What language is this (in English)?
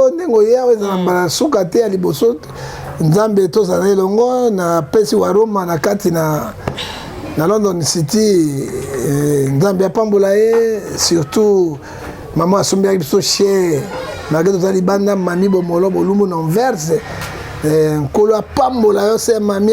Lingala